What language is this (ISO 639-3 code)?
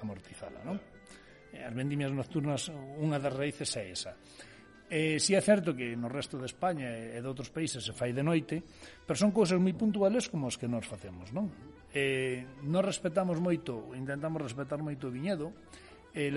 glg